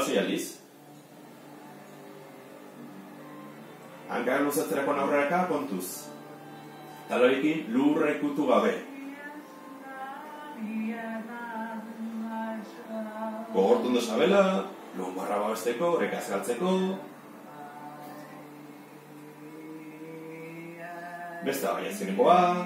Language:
Basque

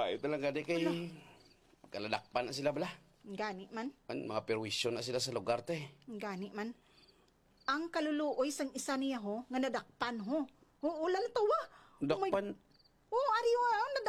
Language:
Hiligaynon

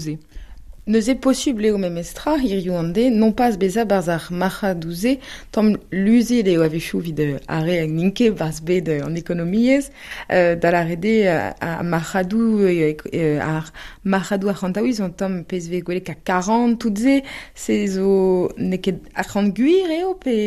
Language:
Breton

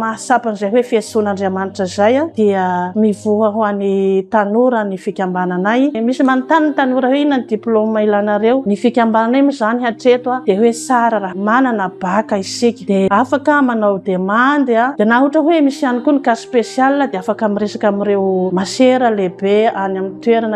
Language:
Malagasy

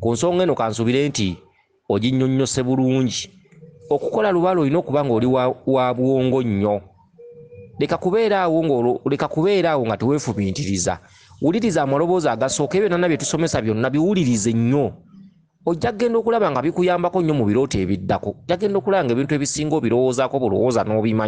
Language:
Ganda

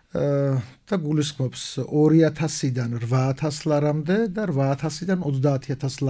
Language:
Georgian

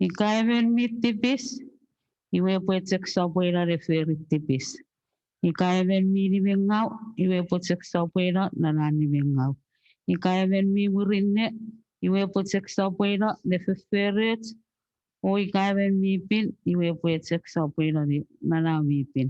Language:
Chuukese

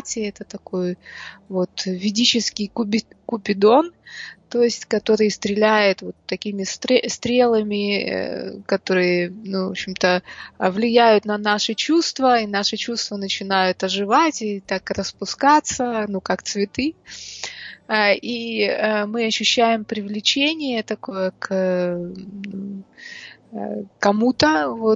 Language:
Russian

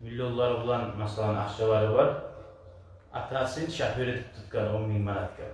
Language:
Kumyk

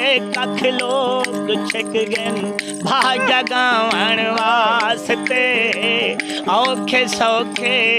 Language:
Saraiki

